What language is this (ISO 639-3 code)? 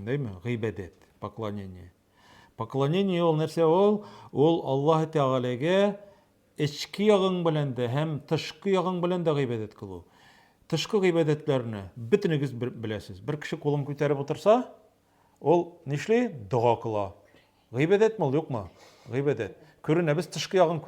tat